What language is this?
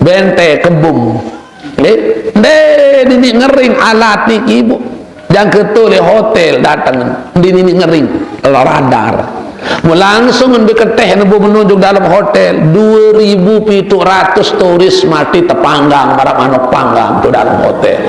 Sasak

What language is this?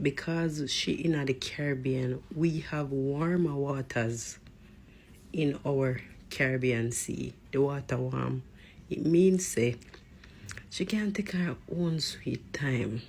Jamaican Creole English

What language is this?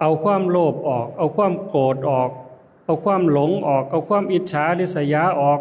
Lao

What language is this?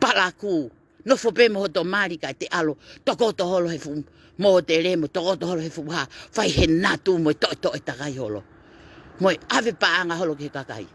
Tongan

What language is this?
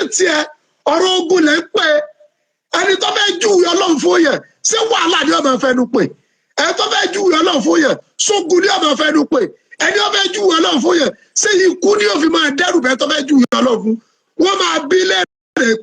Yoruba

